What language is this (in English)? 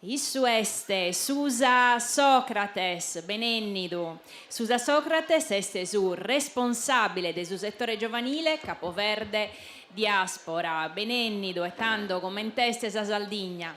Sardinian